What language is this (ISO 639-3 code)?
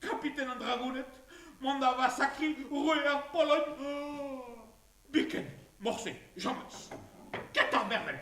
bre